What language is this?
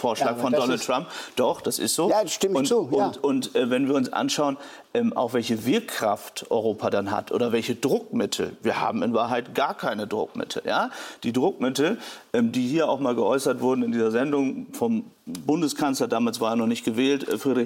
German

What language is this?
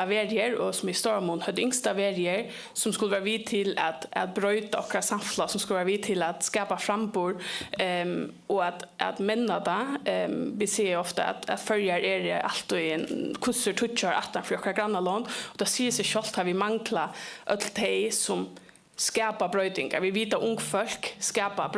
Faroese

